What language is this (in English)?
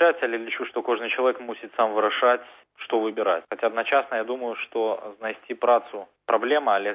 Belarusian